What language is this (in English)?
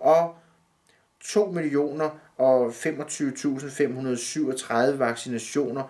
Danish